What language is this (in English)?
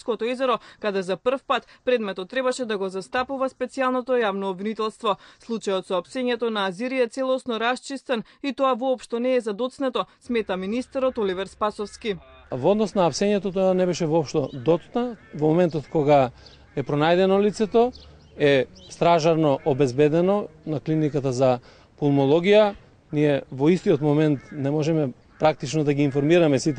Macedonian